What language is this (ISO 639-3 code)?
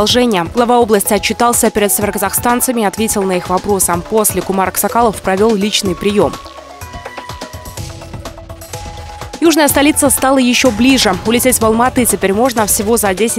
rus